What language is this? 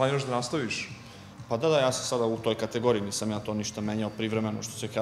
Serbian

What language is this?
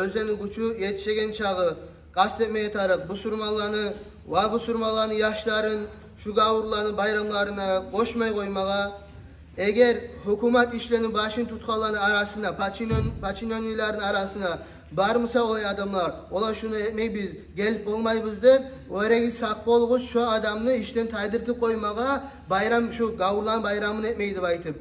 Kumyk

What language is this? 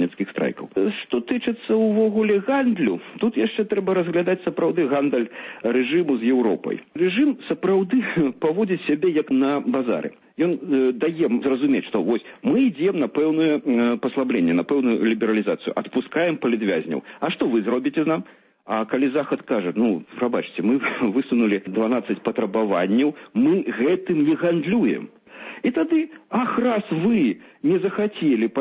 Belarusian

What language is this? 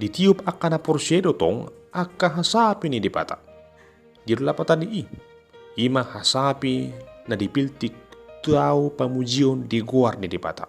Batak Toba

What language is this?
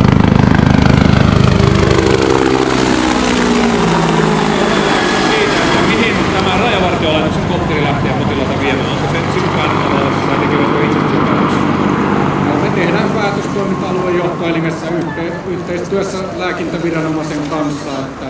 Finnish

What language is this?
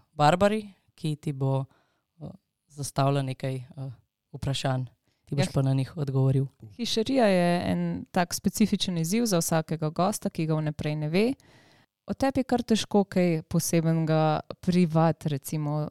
Slovenian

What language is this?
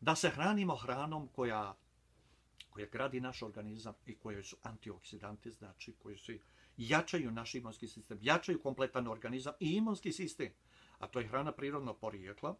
Bosnian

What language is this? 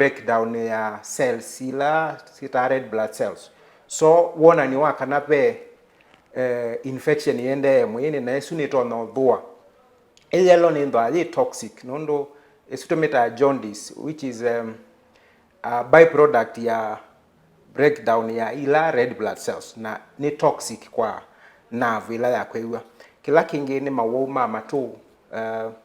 Kamba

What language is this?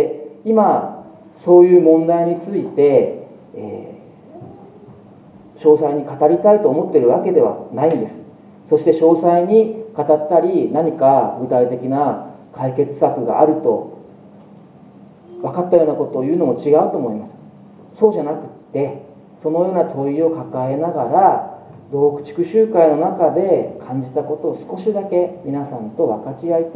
Japanese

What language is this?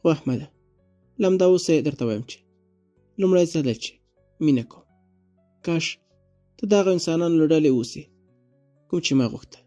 Pashto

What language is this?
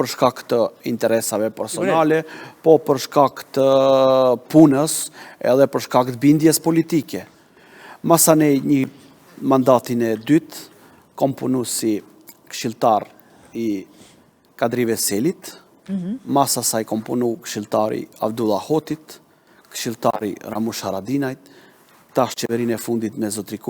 Albanian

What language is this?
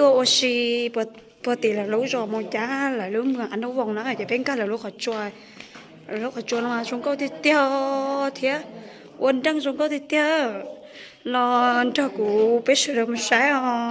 Hmong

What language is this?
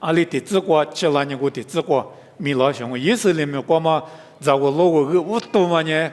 Lisu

